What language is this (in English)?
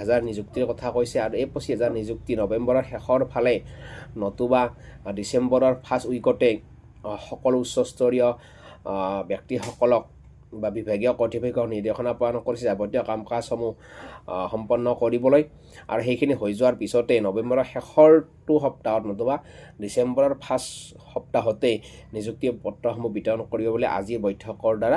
Assamese